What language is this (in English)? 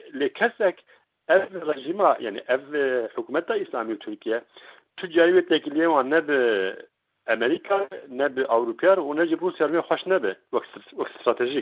Kurdish